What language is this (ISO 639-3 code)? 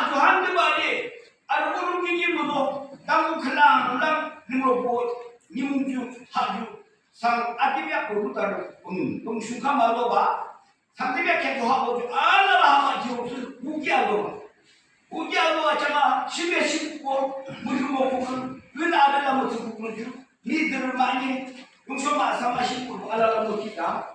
yim